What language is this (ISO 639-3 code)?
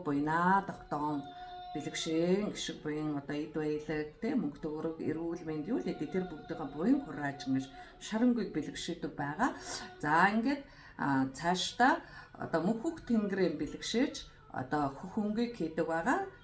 mon